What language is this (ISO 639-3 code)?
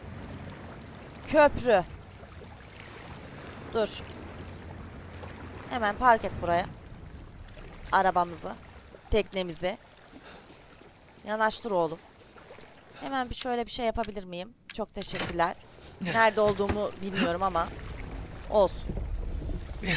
tur